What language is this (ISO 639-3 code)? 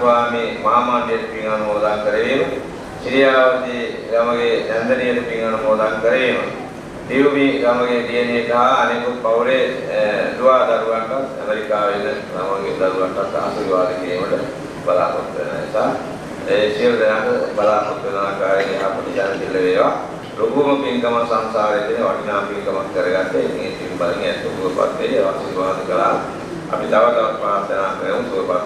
sin